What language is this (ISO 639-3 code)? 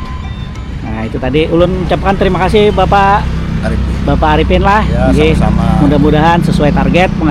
bjn